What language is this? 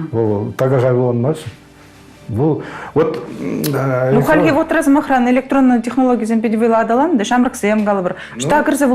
Chuvash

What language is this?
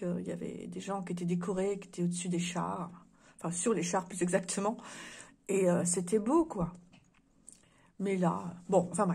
French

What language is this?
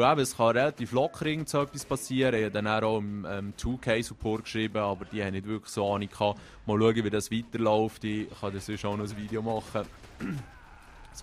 Swiss German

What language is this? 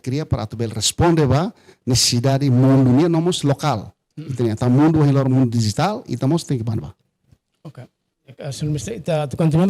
Tetum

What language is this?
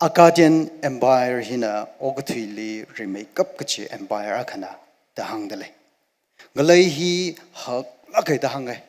Tangkhul Naga (India)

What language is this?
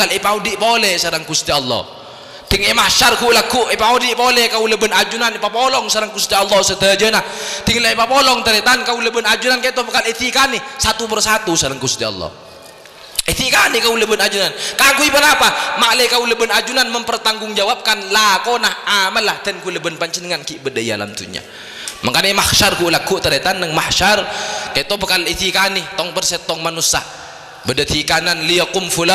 Madurese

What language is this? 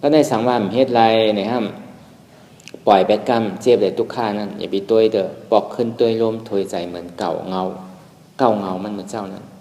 Shan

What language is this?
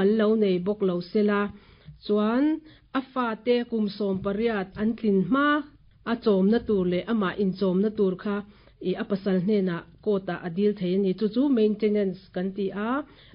Mizo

